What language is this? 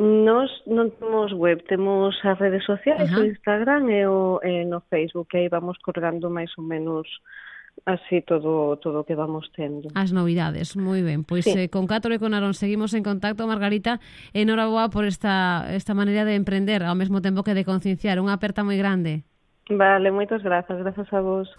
Galician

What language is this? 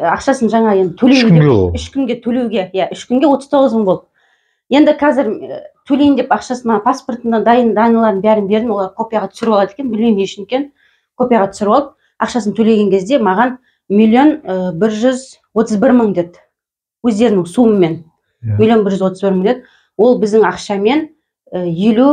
Kazakh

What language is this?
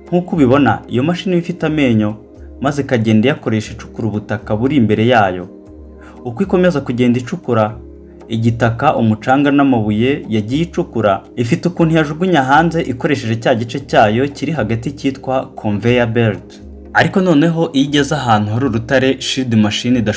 Kinyarwanda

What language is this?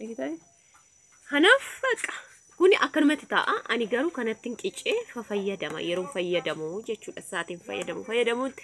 Oromo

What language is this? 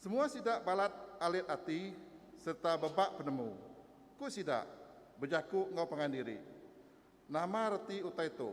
Iban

